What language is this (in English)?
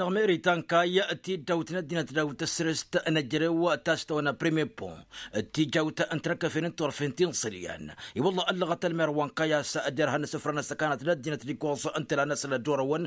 Tamasheq